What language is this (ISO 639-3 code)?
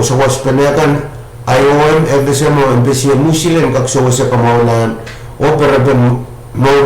pon